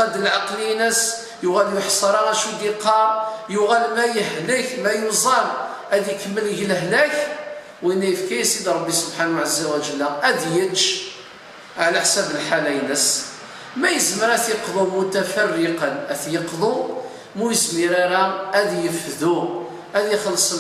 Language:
Kabyle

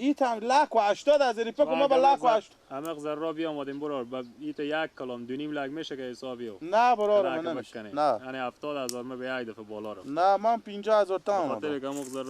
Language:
Persian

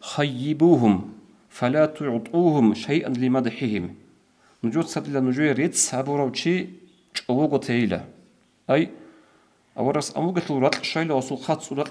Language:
Avaric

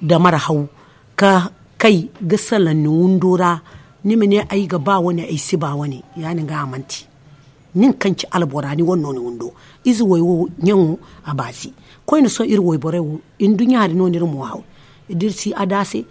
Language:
Zarma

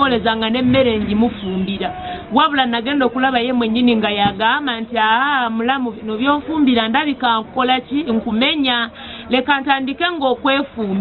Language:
Ganda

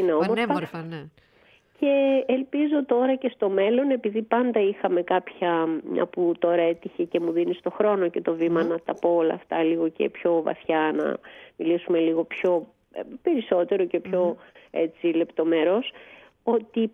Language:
Greek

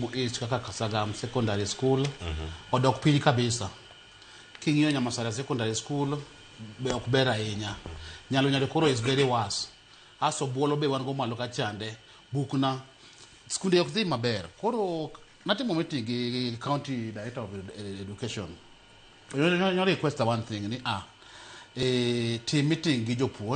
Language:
Luo (Kenya and Tanzania)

